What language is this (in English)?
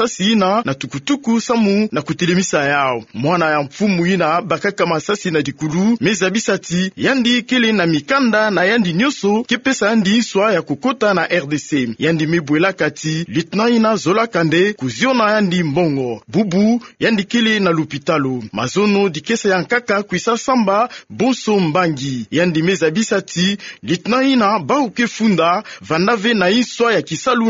Kituba (Democratic Republic of Congo)